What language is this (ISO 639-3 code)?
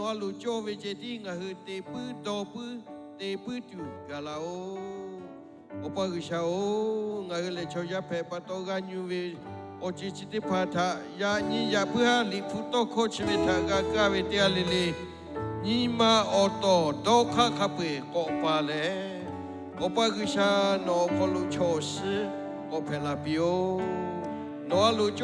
lhu